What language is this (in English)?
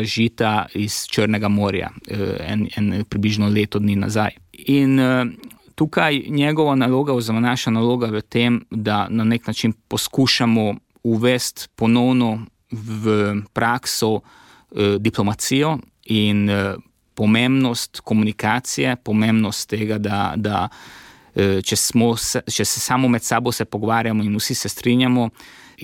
Slovenian